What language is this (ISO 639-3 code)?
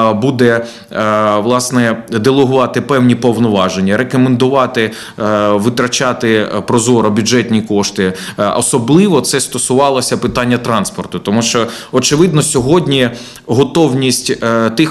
ukr